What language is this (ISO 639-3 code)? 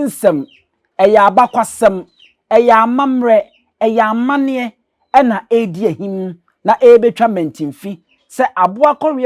aka